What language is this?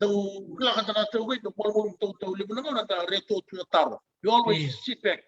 Fijian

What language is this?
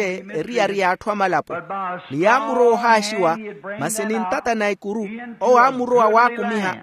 Makhuwa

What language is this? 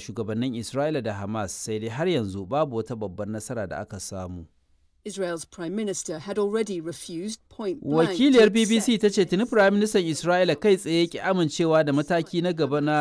Hausa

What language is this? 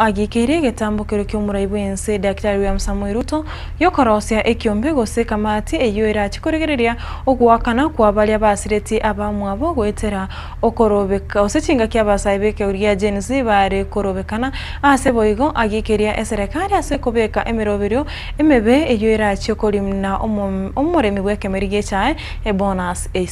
Gusii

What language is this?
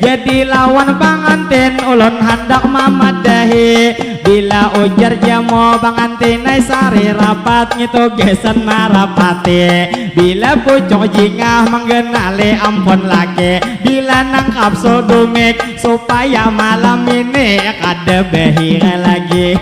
Banjar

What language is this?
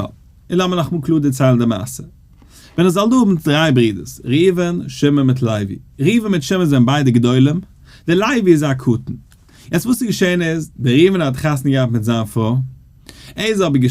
Yiddish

